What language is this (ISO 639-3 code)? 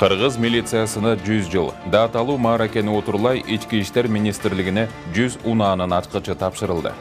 kir